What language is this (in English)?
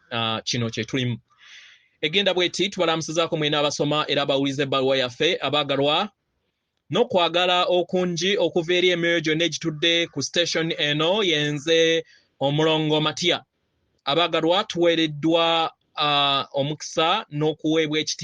Ganda